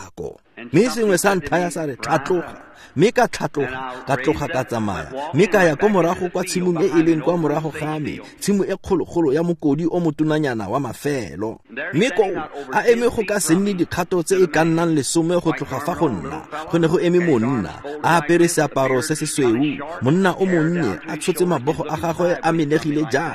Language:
Tswana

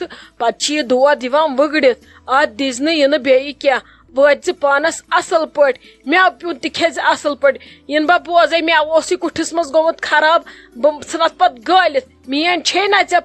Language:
Kashmiri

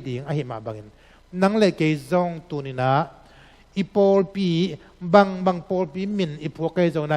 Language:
Tedim Chin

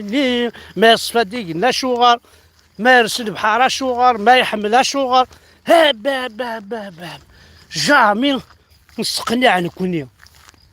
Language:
Kabyle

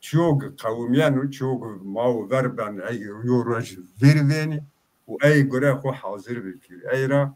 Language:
Zaza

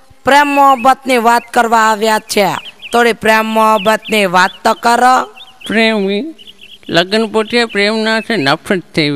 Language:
Gujarati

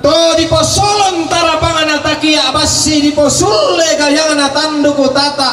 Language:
Toraja-Sa'dan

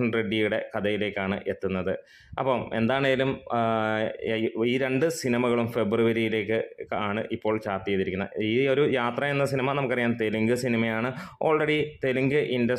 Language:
Malayalam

